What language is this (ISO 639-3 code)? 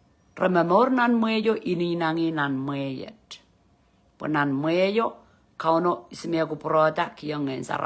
pon